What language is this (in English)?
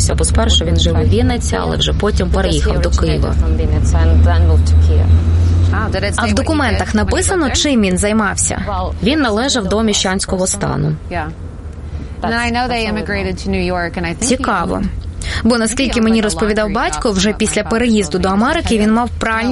Ukrainian